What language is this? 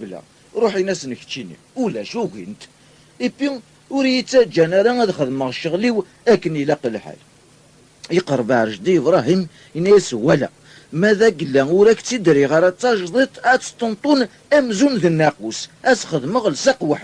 Kabyle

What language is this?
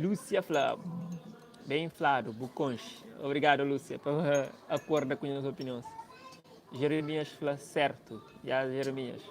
Kabuverdianu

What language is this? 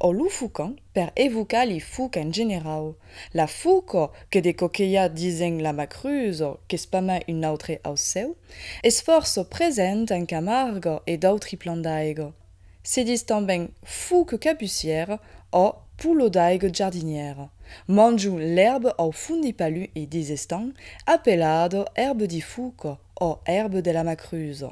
Occitan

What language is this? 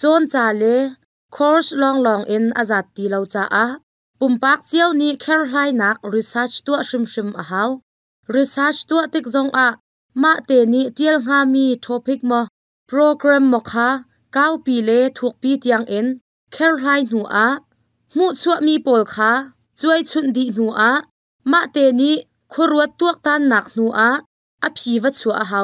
Hakha Chin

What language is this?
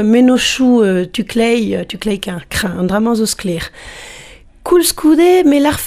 Breton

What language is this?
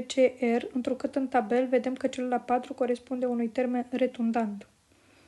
Romanian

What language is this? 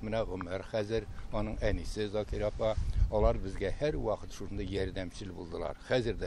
Tatar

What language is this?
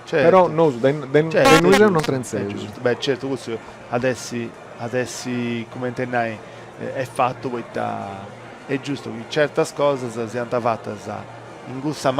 Sardinian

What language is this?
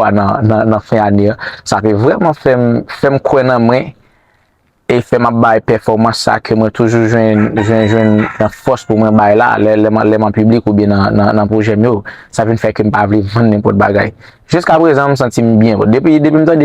Haitian Creole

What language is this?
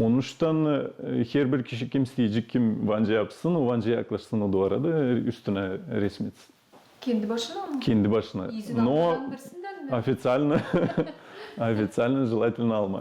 Gagauz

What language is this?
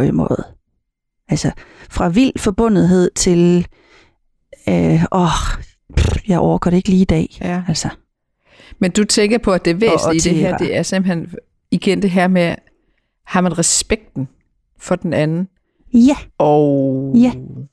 Danish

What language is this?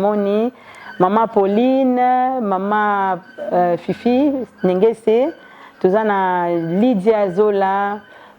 Lingala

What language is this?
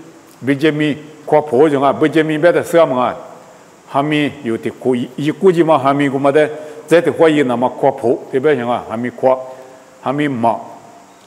Lisu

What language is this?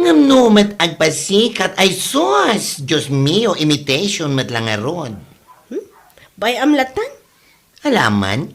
Iloko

